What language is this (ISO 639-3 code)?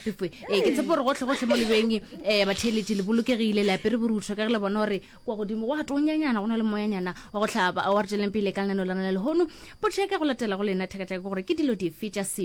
nso